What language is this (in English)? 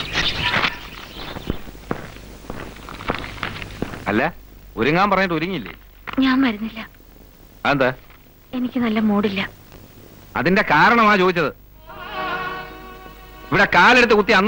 Malayalam